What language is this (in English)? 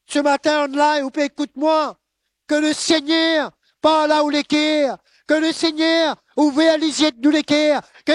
Morisyen